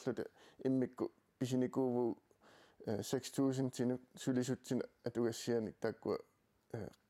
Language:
Kalaallisut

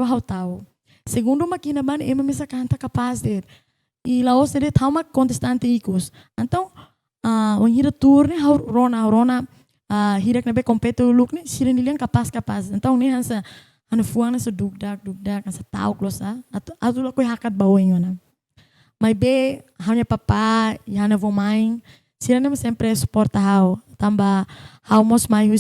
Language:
Tetum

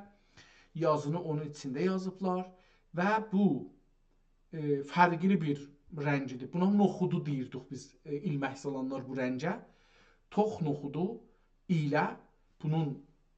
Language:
South Azerbaijani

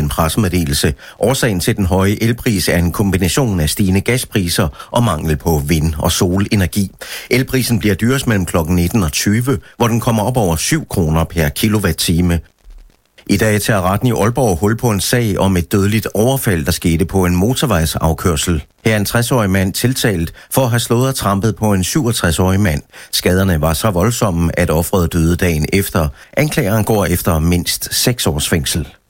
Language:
Danish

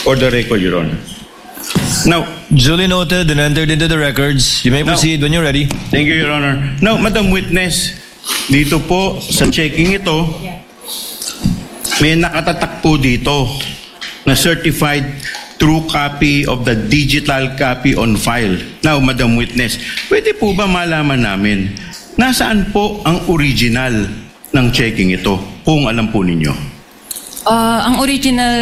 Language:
Filipino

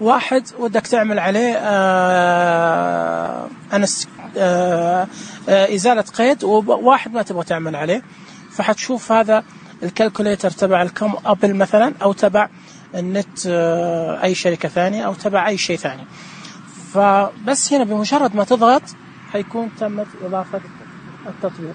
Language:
Najdi Arabic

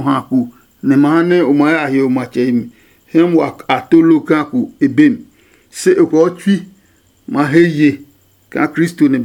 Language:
Adangme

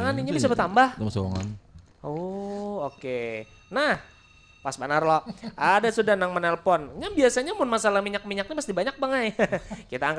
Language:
Banjar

